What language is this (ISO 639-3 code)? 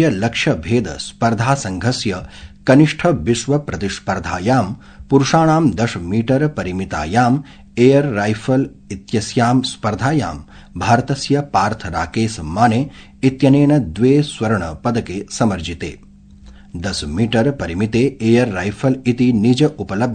san